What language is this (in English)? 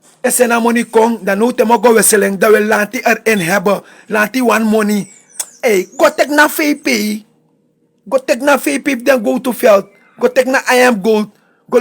Sranan Tongo